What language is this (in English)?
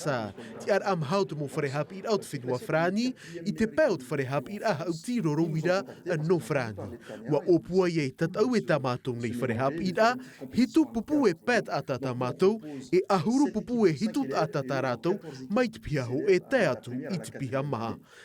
Tahitian